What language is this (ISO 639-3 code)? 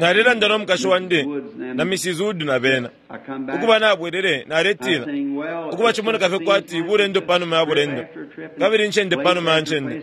bem